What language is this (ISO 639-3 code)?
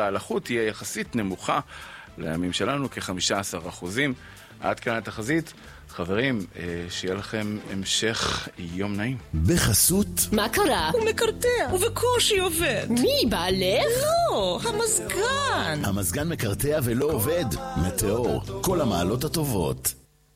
heb